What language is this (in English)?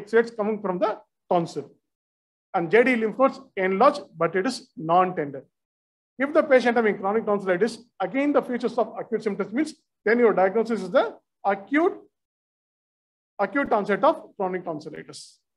English